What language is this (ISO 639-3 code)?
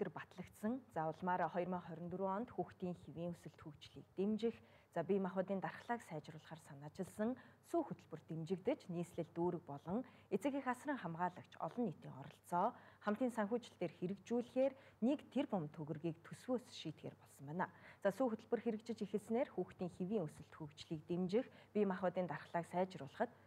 mon